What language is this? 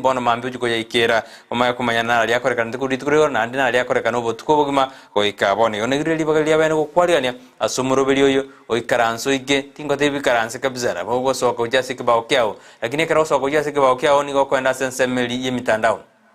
Gusii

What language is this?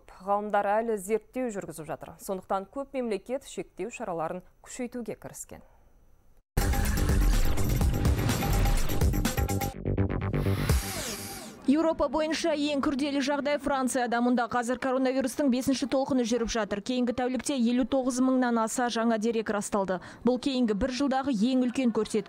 Kazakh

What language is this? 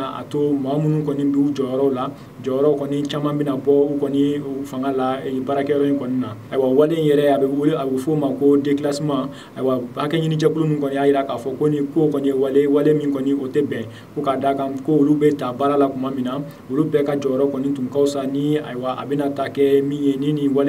Bambara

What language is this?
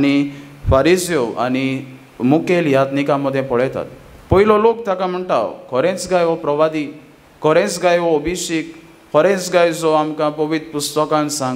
Konkani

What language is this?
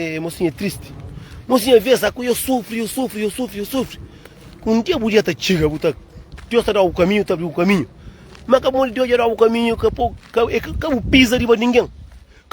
Kabuverdianu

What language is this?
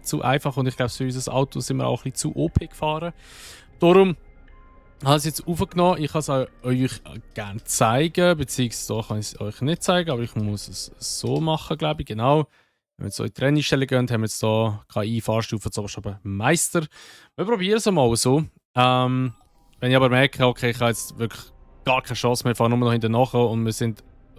Swiss German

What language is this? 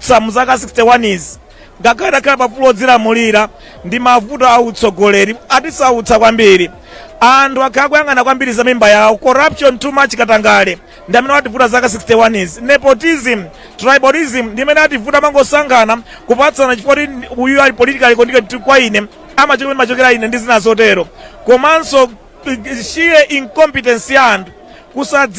Nyanja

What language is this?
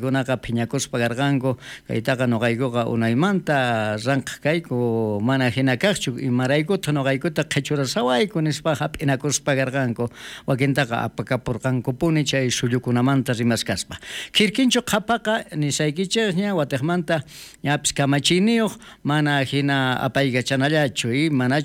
South Bolivian Quechua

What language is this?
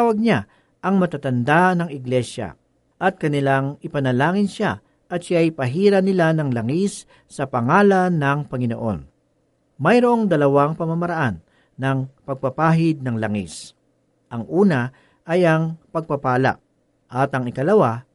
Filipino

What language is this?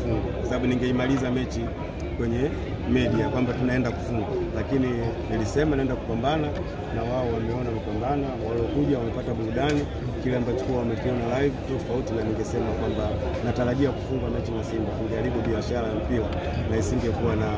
Swahili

